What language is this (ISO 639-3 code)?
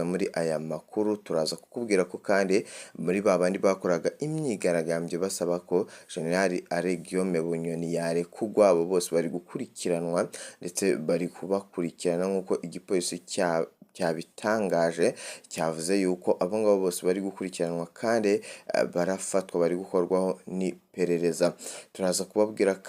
run